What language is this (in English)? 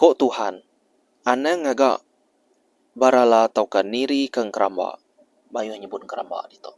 Iban